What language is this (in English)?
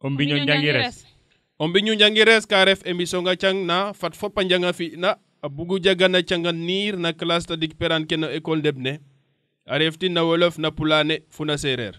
Serer